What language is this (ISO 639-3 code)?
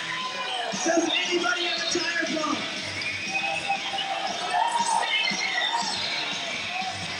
eng